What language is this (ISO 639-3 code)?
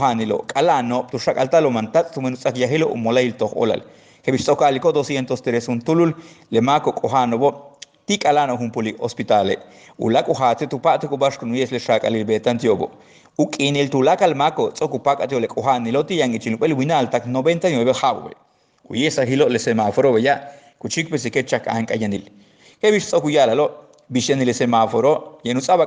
yua